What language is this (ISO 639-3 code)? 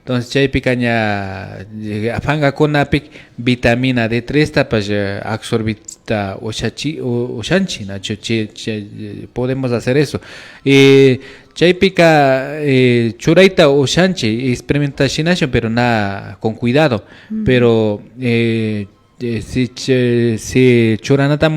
qvi